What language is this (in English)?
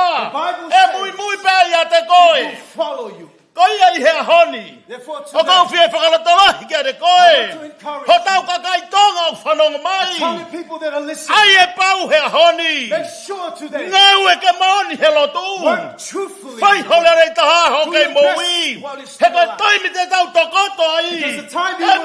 Tongan